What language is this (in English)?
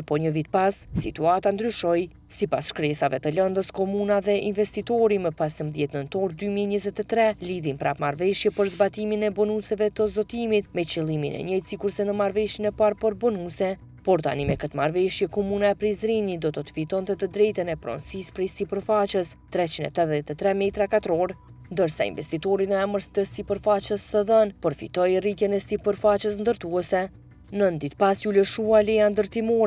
Albanian